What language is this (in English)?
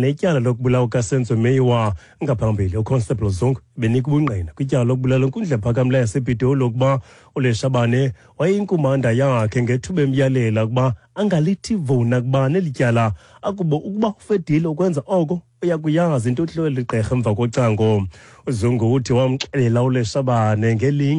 Xhosa